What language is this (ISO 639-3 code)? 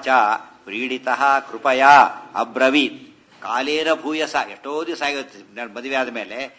kan